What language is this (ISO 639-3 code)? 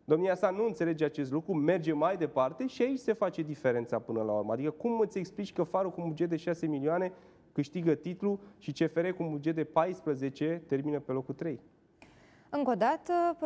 ron